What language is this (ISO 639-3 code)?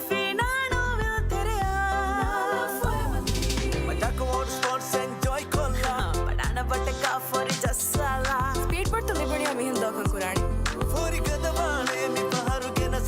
div